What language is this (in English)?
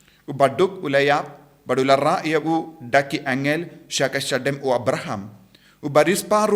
Khasi